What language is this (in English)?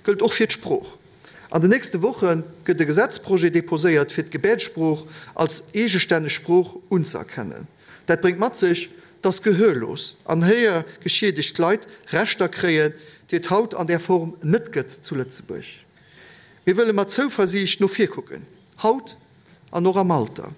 Luxembourgish